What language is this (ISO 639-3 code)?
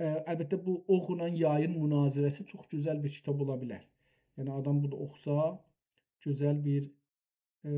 azb